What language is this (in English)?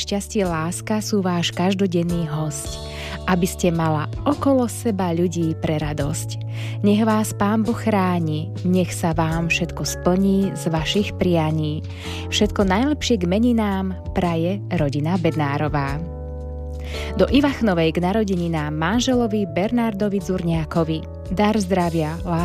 Slovak